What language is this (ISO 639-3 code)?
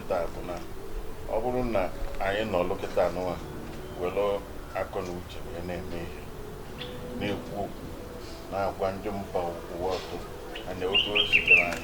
ibo